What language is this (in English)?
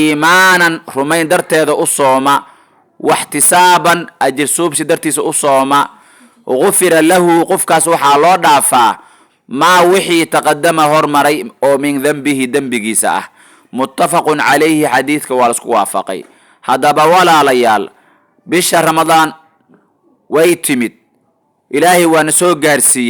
Somali